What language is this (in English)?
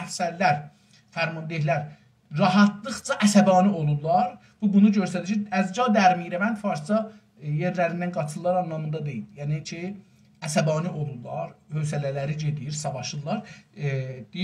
South Azerbaijani